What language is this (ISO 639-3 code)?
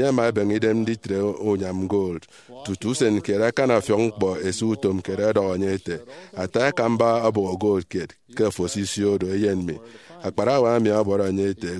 efi